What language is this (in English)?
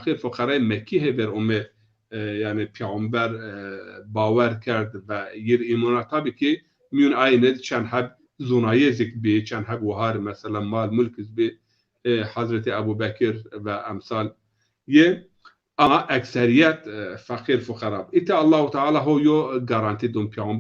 Zaza